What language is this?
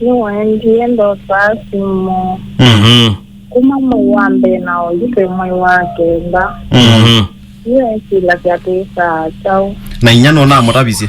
Kamba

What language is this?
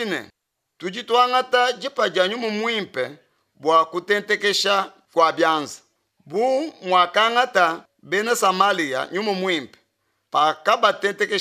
Luba-Lulua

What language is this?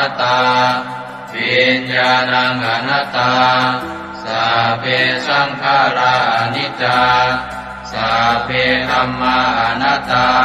Pali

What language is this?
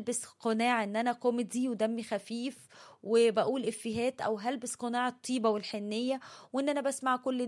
Egyptian Arabic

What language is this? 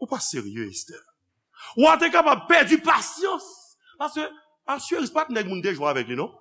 Haitian Creole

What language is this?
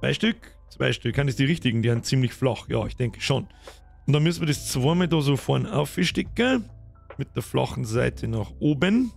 Bavarian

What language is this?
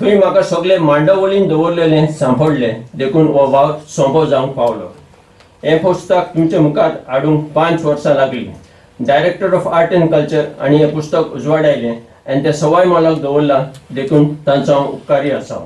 Konkani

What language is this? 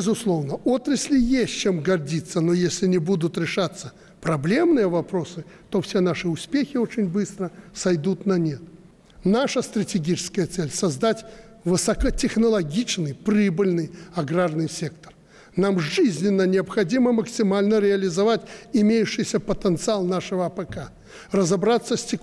Russian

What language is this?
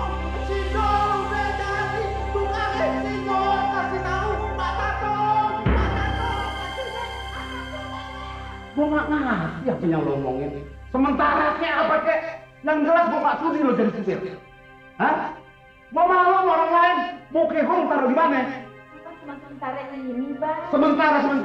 Betawi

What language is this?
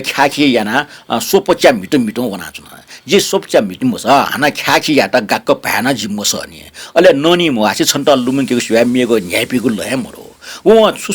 Newari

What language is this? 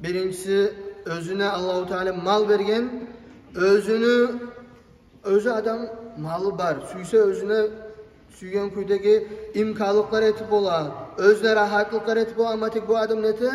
Kumyk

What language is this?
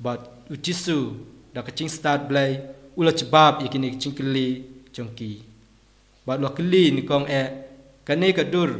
Khasi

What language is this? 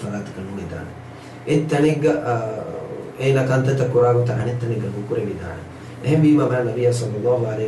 Divehi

